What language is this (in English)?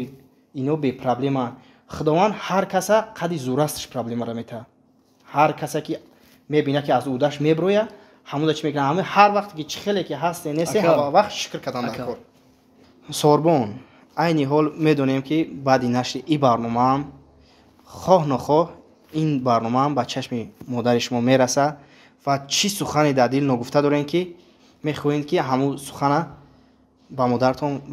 Tajik